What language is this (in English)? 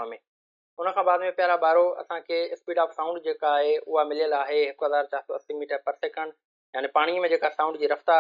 Sindhi